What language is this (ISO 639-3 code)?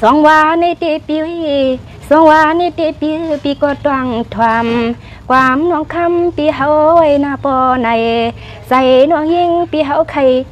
shn